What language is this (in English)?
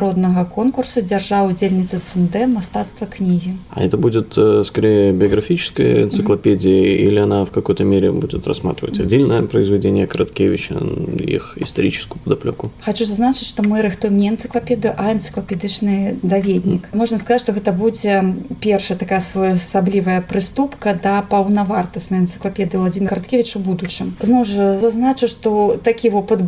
Belarusian